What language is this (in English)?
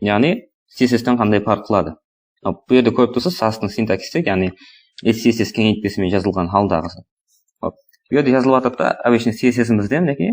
Kara-Kalpak